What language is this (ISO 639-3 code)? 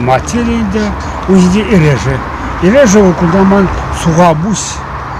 chv